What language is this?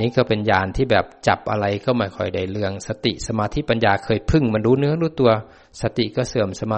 Thai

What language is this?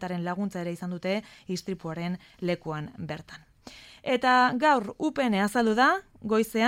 Basque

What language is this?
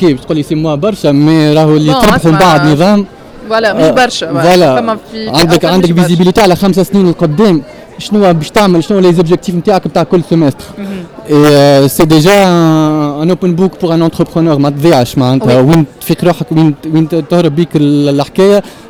Tunisian Arabic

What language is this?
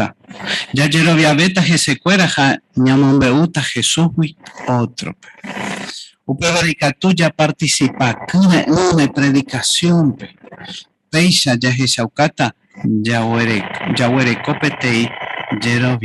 Guarani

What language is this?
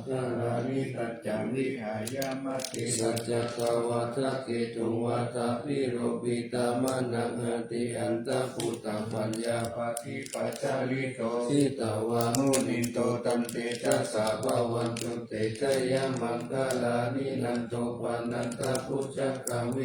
Pali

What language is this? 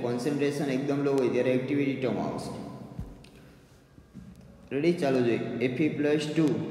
Gujarati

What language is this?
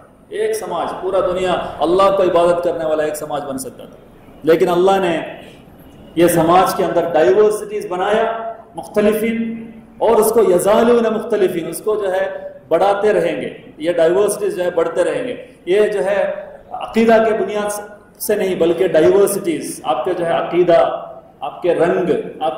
Urdu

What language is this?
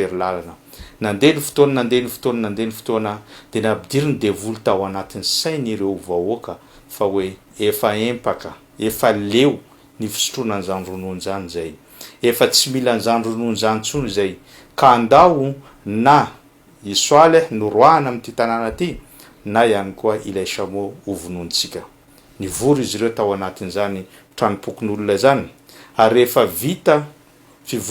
Malagasy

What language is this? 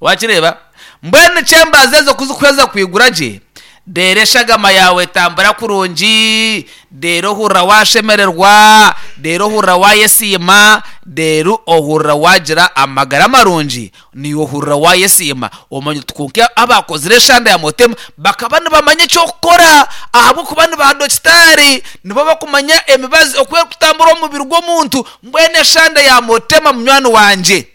Nyankole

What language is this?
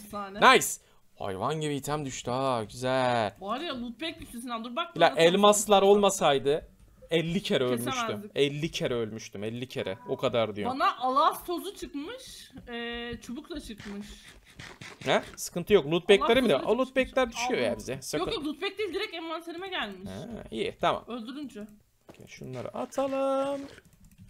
Turkish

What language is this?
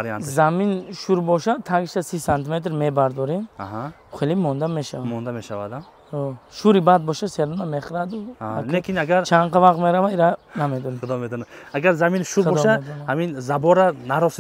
Tajik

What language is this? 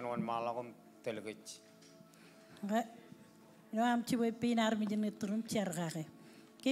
Marshallese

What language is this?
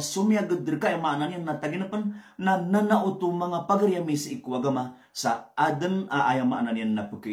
Maranao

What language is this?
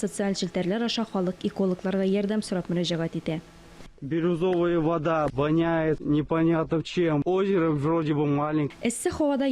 Tatar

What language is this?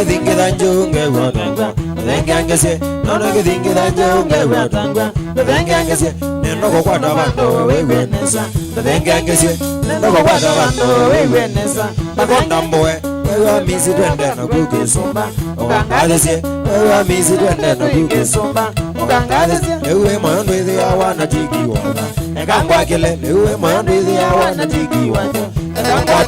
Kamba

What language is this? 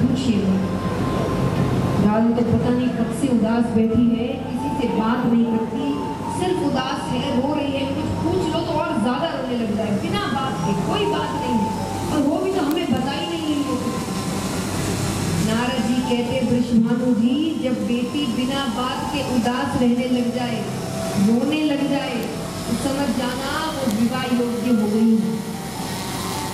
Hindi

